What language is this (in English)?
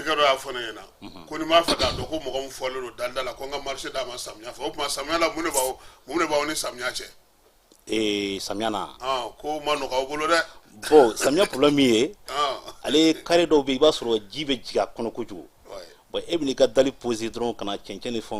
Bambara